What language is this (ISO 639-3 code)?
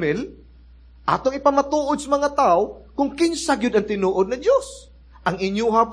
ceb